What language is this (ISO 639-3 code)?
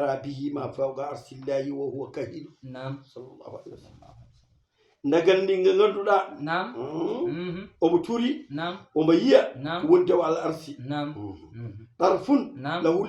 ful